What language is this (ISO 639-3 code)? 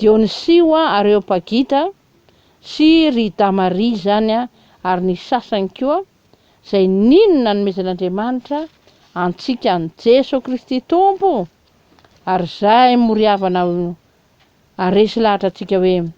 mlg